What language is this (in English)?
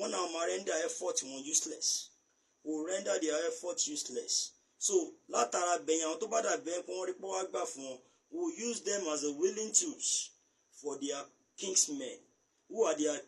Yoruba